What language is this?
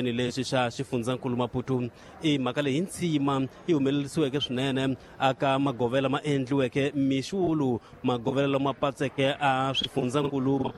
Tsonga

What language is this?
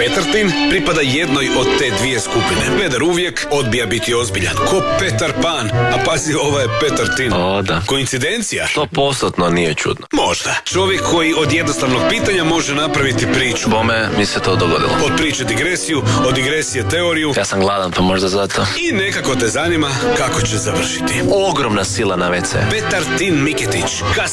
Croatian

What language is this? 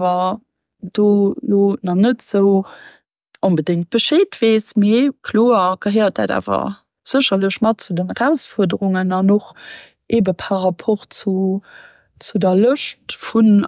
Luxembourgish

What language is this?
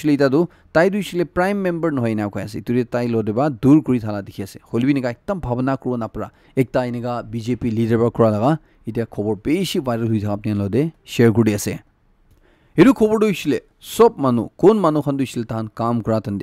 Naga Pidgin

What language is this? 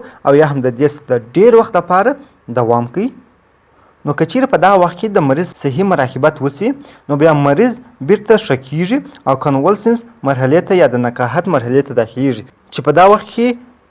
Pashto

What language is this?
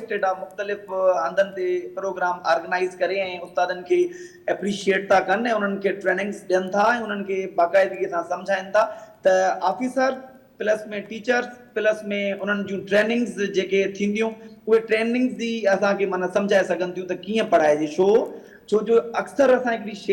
Sindhi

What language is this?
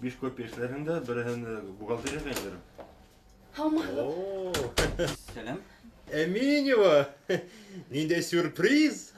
Bashkir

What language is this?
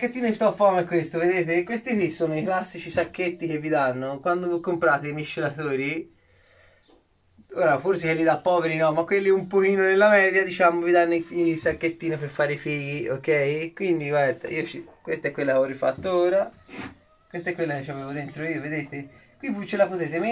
Italian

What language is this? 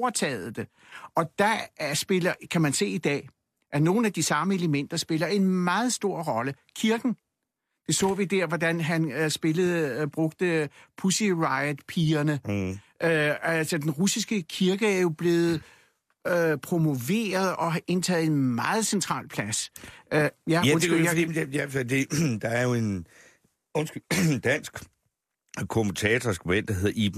Danish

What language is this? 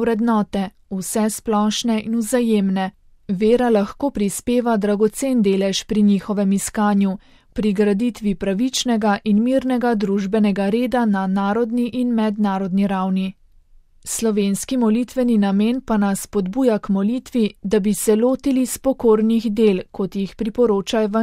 Slovenian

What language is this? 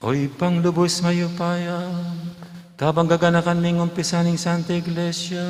Pampanga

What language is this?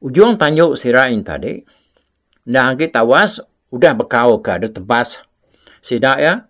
Iban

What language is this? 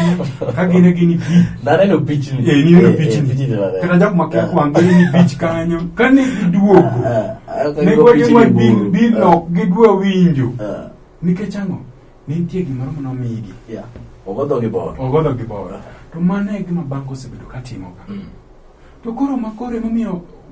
Luo (Kenya and Tanzania)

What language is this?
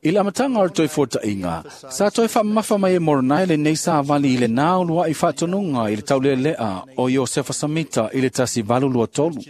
Samoan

